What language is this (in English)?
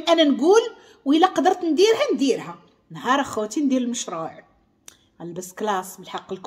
Moroccan Arabic